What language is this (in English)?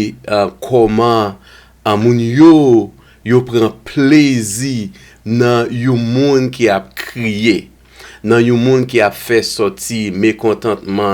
Haitian Creole